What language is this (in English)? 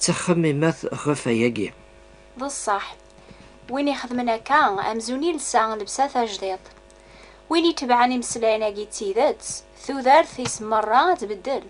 Kabyle